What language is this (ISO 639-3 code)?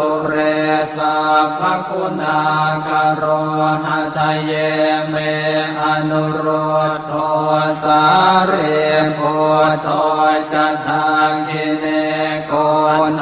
pli